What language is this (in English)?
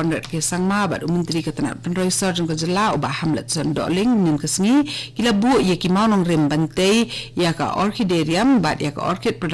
Khasi